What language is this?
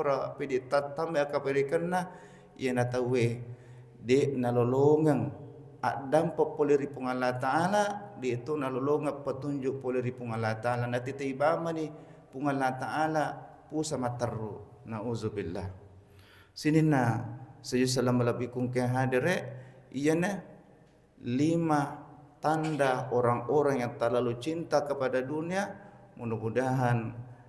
Buginese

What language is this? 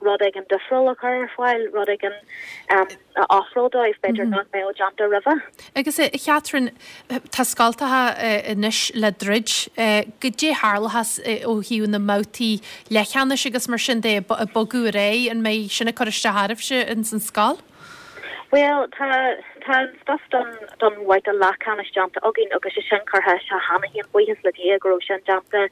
Irish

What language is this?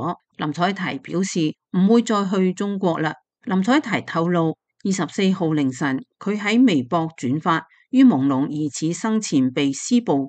Cantonese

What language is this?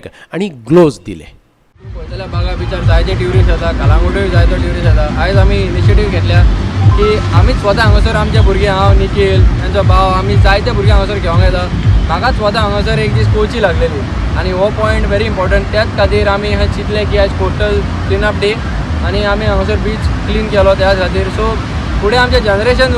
Konkani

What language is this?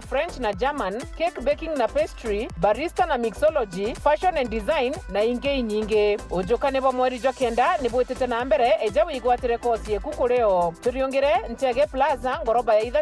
Meru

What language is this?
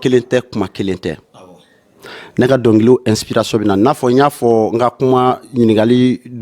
Bambara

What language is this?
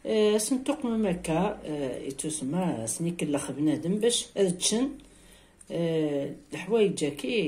Kabyle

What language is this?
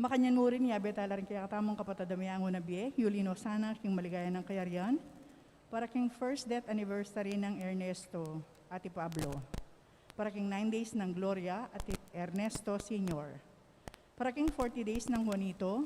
Pampanga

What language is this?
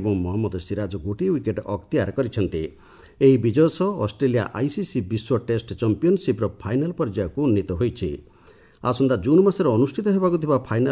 Odia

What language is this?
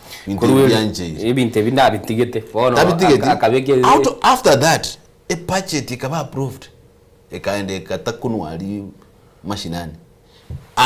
Gusii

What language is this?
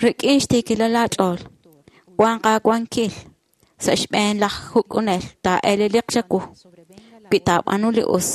Kekchí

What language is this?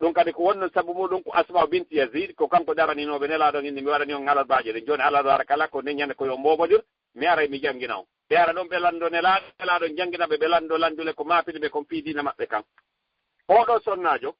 Fula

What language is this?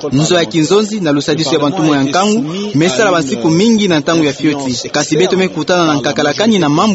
Kituba (Democratic Republic of Congo)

